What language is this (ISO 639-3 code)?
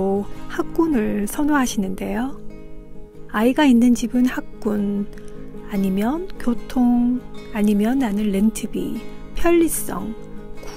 kor